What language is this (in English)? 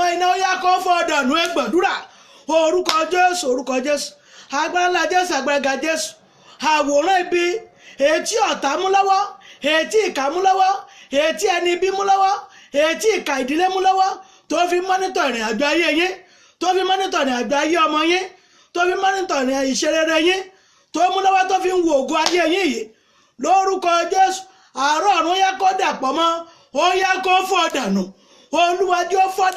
Yoruba